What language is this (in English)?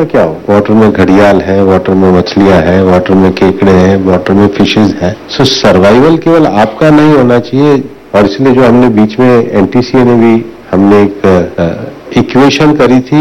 Hindi